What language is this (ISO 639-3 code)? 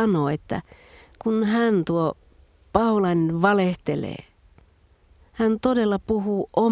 fin